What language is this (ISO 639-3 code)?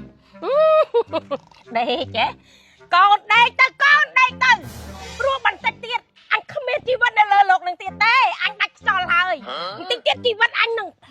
khm